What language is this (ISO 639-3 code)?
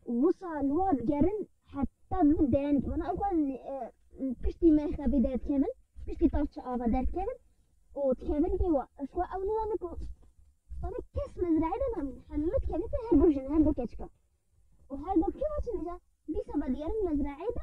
kur